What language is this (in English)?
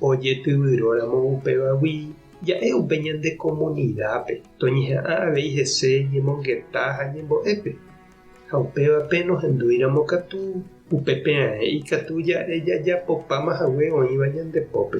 Guarani